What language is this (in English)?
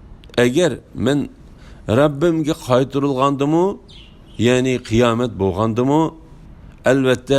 Uyghur